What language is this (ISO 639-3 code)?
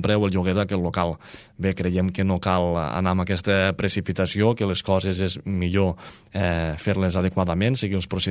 cat